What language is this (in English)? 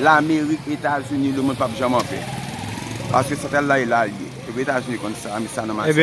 Haitian Creole